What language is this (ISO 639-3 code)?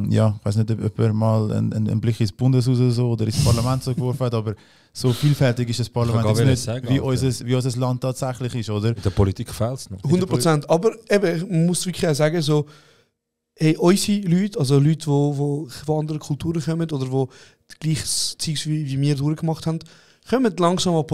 gsw